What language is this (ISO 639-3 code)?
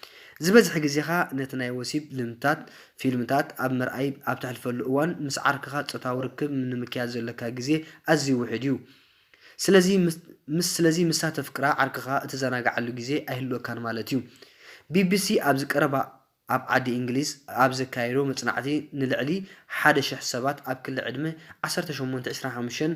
tir